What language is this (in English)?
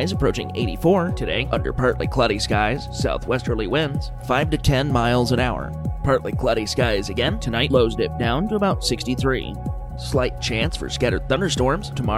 English